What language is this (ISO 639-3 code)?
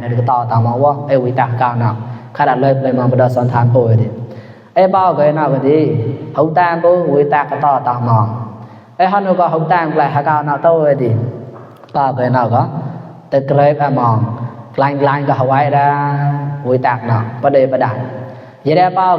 mnw